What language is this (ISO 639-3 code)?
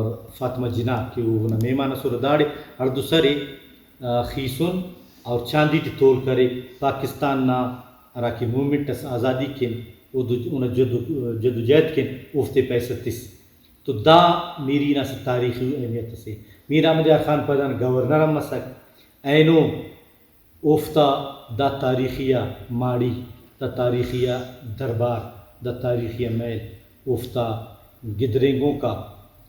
brh